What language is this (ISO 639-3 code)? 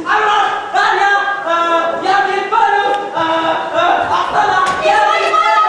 bak